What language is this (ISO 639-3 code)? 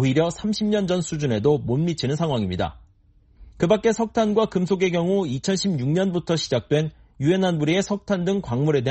kor